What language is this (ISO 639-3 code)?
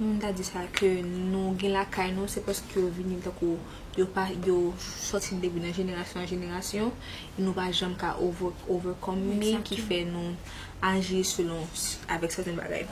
hat